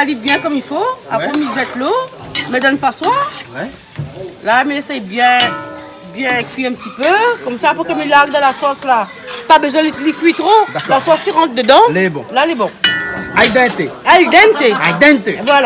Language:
Réunion Creole French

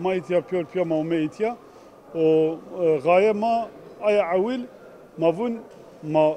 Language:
Zaza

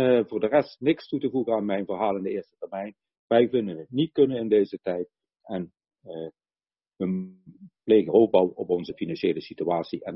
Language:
Dutch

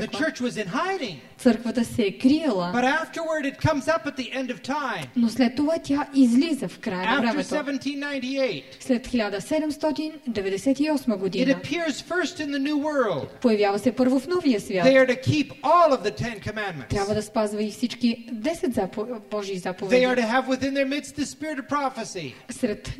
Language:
Bulgarian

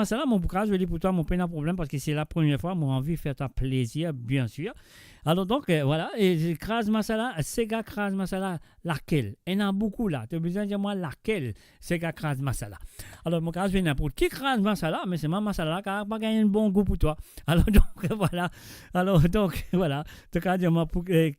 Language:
Morisyen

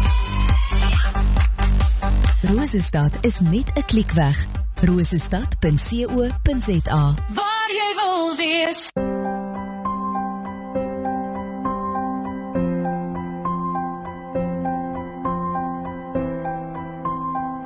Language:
Afrikaans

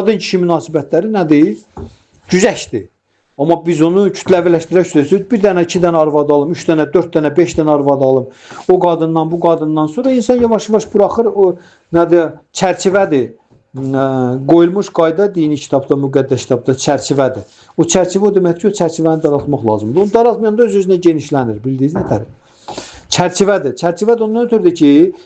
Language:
Azerbaijani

